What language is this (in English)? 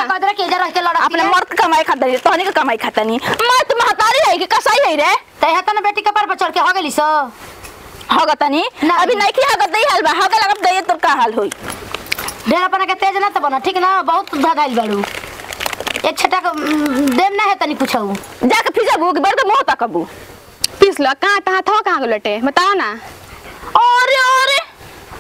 Bhojpuri